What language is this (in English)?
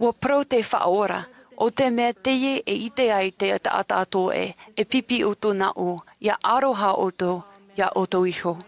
Tahitian